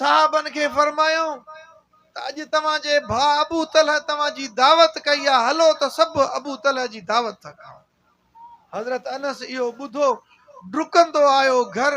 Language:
Sindhi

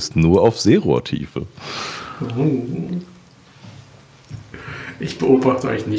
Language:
German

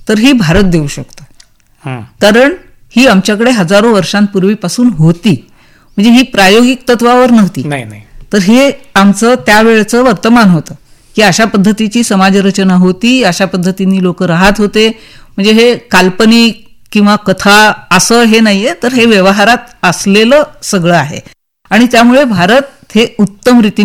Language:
Marathi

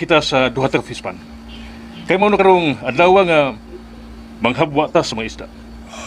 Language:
Cebuano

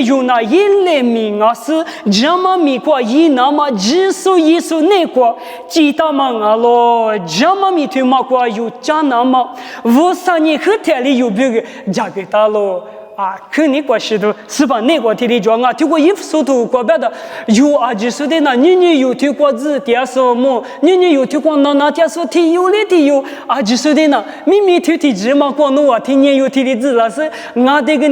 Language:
Lisu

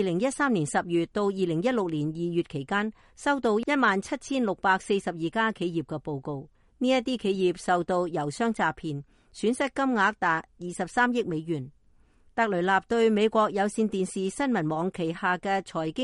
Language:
Cantonese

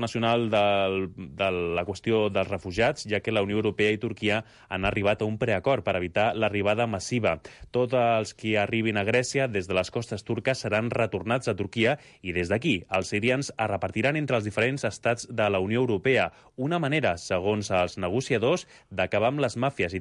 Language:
Catalan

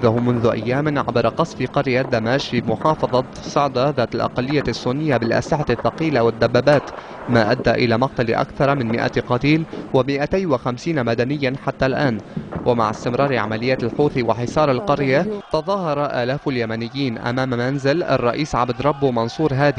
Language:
Arabic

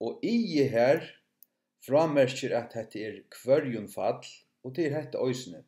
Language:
Faroese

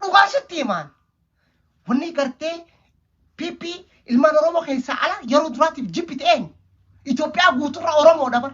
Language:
Oromo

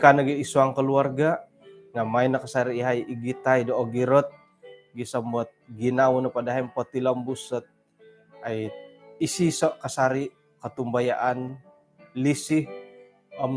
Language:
Central Dusun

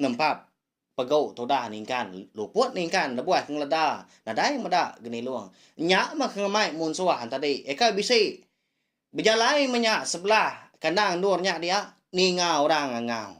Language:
Iban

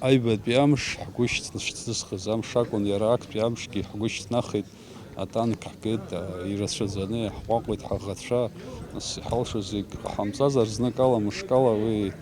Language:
Abkhazian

